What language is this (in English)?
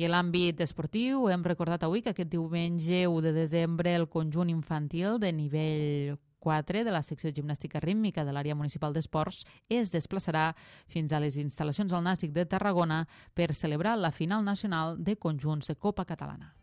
Catalan